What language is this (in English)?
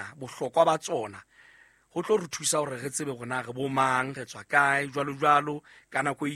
Southern Sotho